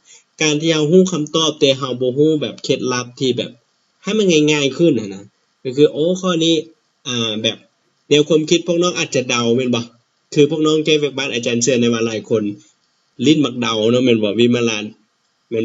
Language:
Lao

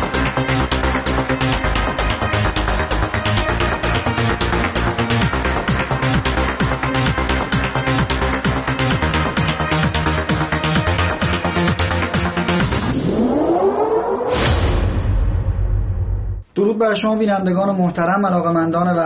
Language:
Persian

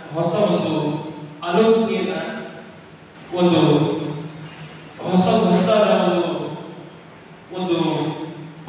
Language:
Kannada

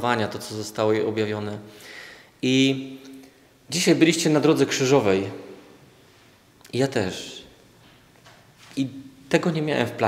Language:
Polish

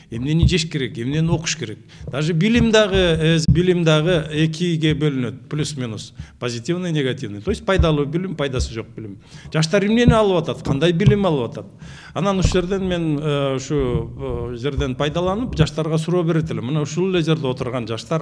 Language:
Kyrgyz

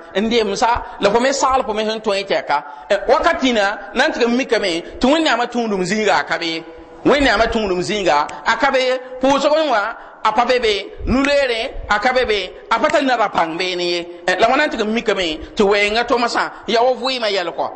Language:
Mossi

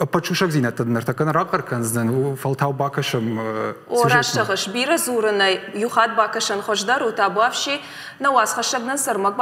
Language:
Ossetic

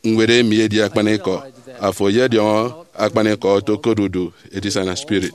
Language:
Efik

